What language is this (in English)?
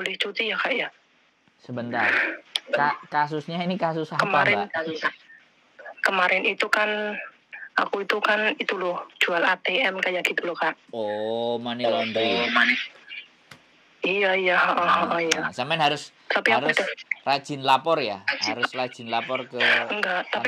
Indonesian